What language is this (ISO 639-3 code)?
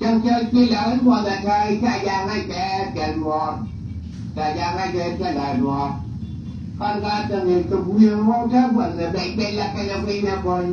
nus